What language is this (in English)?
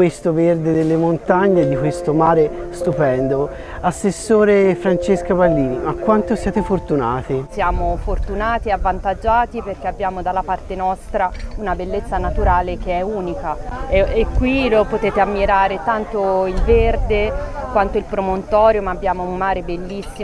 Italian